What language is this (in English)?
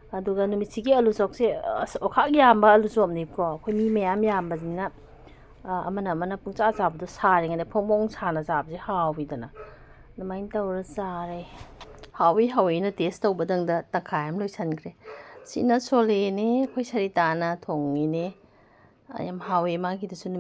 Manipuri